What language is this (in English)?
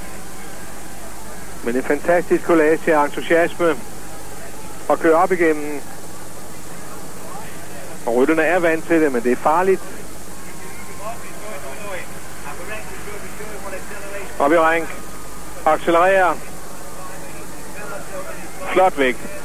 Danish